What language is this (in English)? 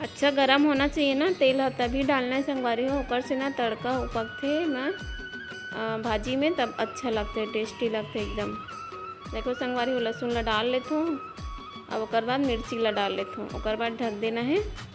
Chhattisgarhi